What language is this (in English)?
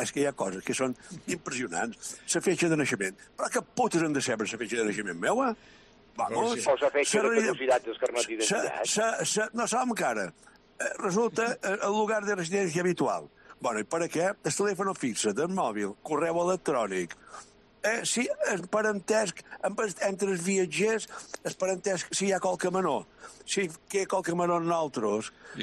Catalan